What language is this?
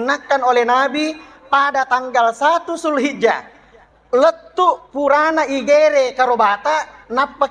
Buginese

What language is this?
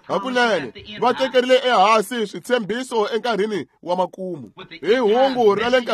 Tsonga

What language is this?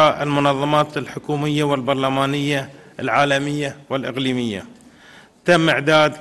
Arabic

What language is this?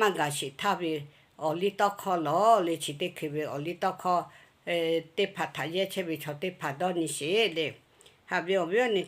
Lahu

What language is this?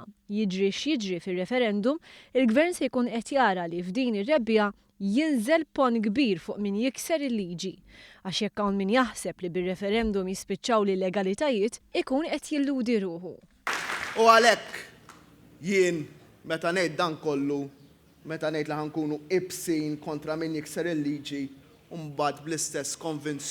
Maltese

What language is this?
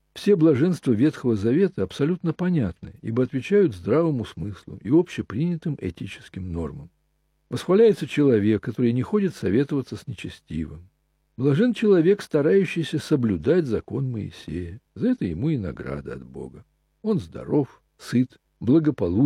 Russian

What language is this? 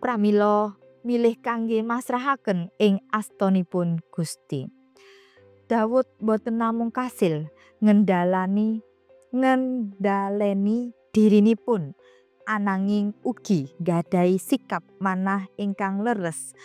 Javanese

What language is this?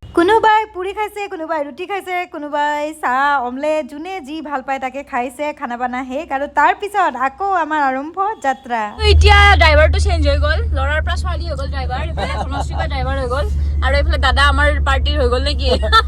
Assamese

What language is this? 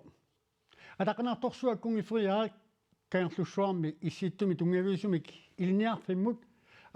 Kalaallisut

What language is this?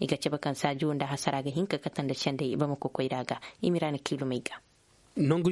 Zarma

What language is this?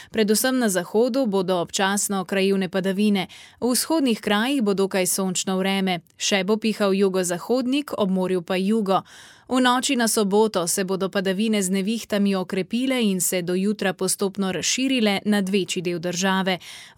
Slovenian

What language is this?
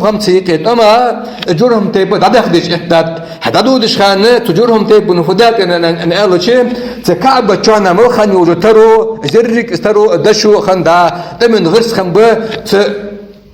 Ingush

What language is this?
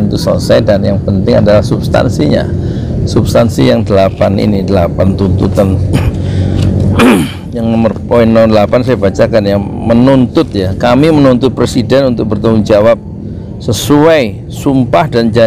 Indonesian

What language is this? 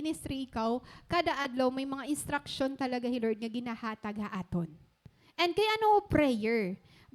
Waray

